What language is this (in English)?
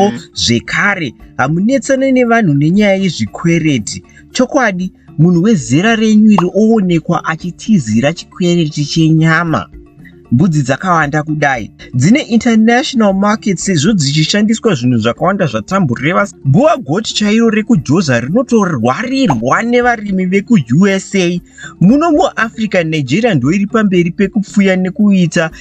Shona